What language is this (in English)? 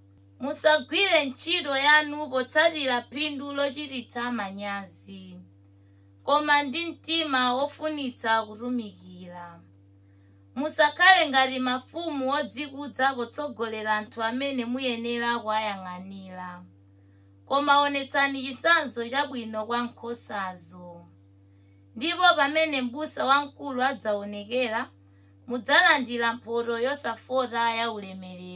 Nyanja